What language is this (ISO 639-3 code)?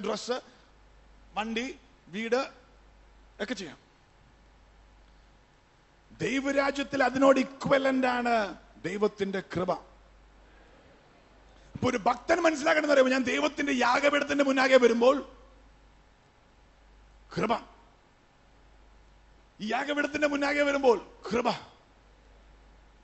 mal